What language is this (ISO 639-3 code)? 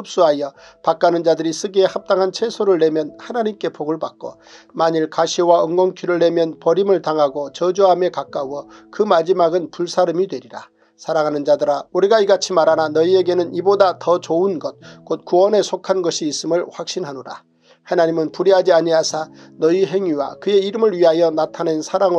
kor